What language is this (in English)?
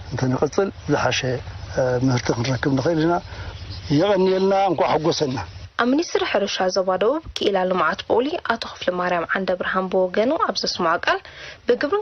Tigrinya